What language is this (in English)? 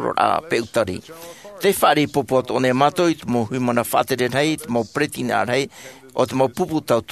Tahitian